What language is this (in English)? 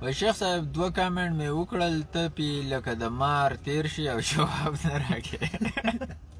Pashto